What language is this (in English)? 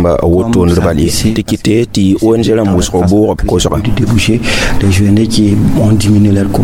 Mossi